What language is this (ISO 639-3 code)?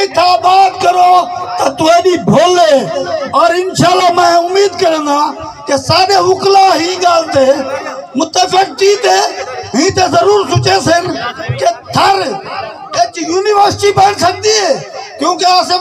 skr